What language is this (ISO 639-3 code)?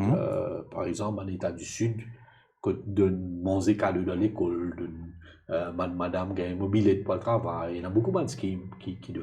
mfe